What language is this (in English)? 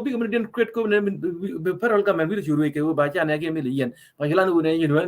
Nuer